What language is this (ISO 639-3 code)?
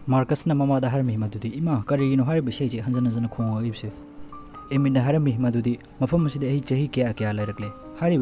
mni